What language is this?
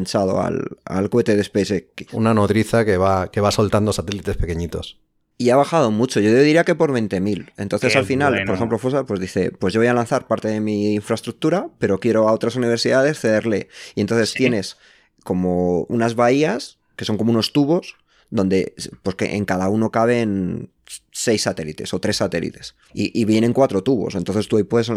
Spanish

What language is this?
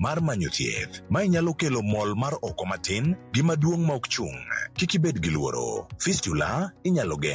Luo (Kenya and Tanzania)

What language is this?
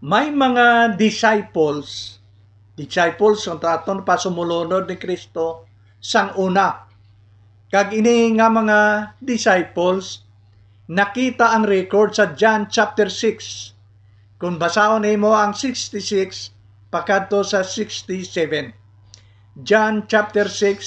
Hiligaynon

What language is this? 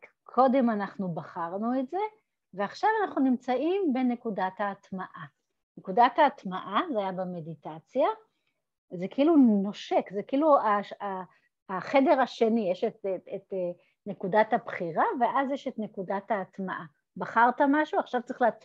Hebrew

